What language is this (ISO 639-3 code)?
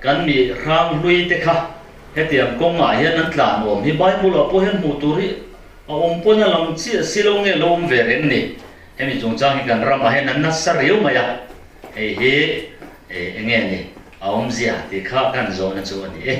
lus